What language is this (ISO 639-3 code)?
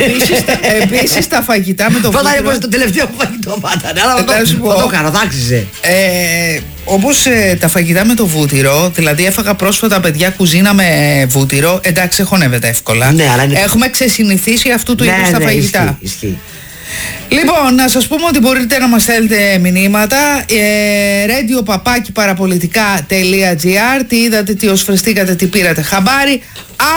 ell